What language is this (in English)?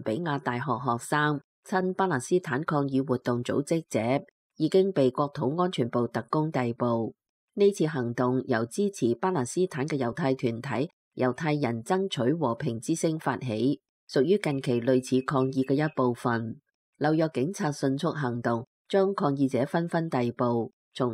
Cantonese